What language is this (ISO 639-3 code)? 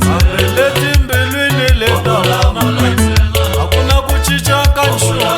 tso